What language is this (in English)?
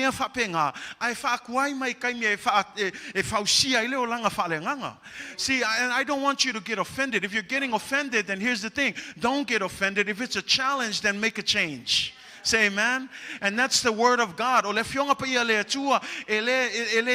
Samoan